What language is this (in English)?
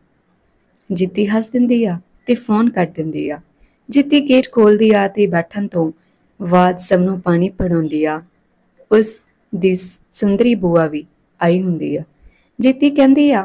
Punjabi